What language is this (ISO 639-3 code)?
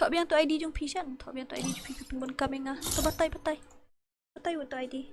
kha